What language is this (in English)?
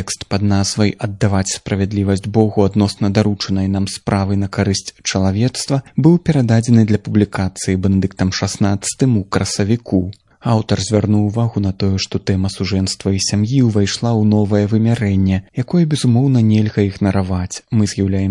Belarusian